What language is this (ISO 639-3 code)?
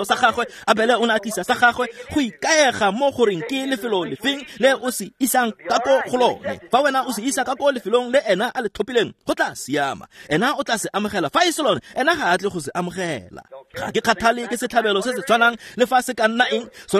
tsn